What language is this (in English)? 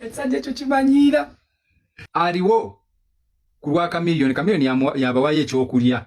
Ganda